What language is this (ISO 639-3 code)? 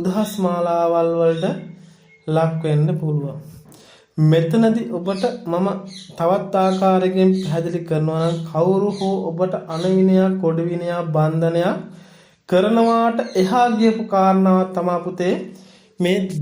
sin